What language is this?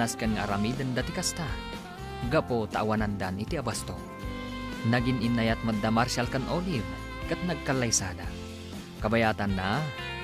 Iloko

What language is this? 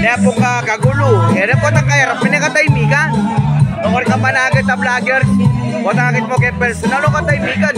Pampanga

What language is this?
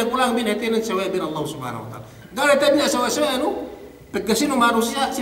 Yakan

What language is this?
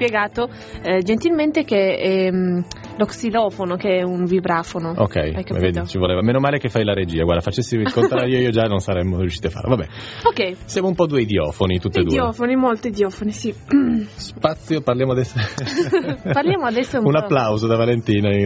Italian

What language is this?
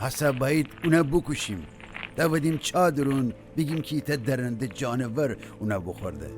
Gilaki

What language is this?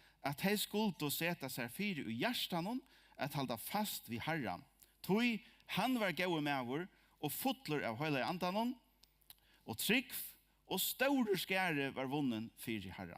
Faroese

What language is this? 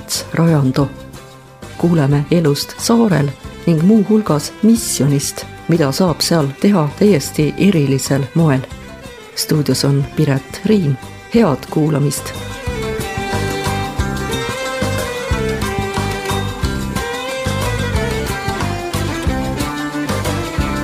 Estonian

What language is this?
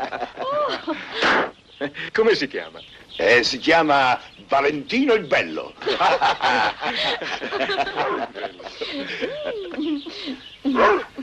Italian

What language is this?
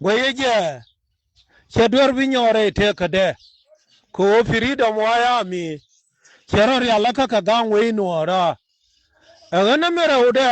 Nuer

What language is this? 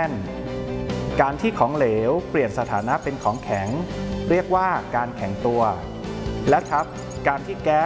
Thai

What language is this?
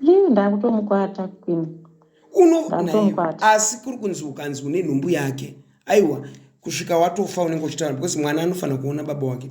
Shona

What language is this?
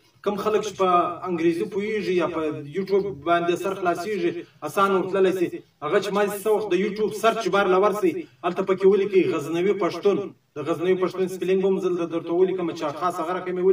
Pashto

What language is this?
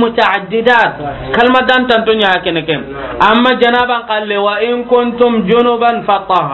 Soninke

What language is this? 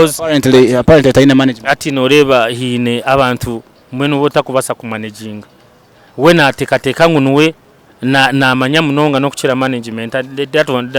Nyankole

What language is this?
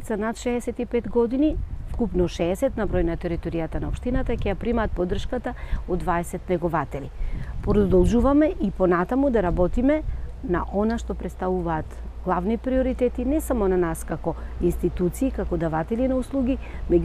Macedonian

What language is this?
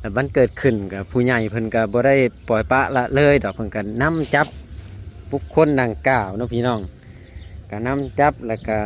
Lao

